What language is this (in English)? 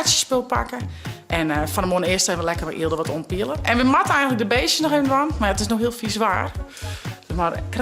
Western Frisian